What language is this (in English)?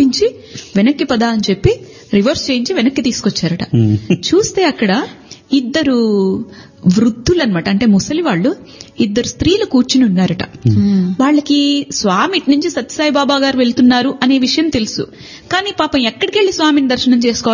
Telugu